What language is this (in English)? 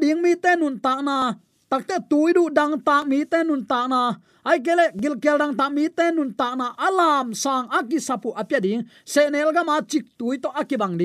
Tedim Chin